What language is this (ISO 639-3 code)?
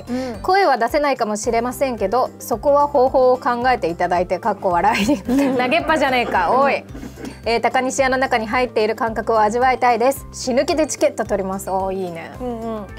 jpn